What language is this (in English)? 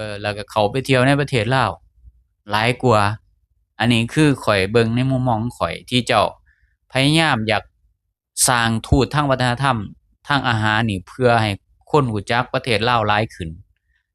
Lao